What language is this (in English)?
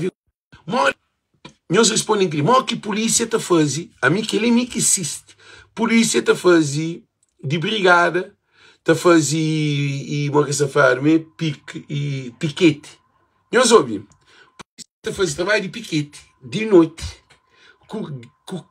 Kabuverdianu